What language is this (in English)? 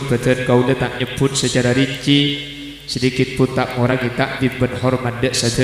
Madurese